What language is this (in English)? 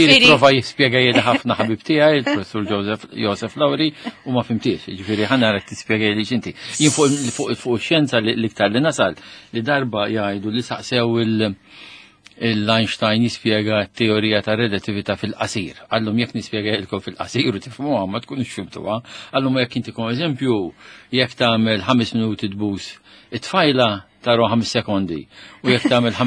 Maltese